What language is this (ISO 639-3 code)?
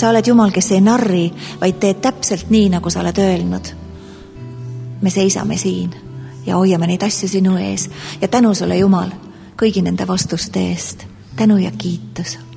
est